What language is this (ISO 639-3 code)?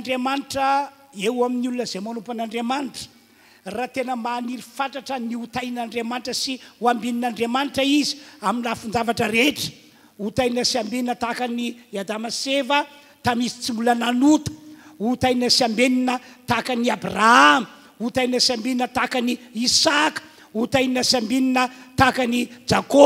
mlg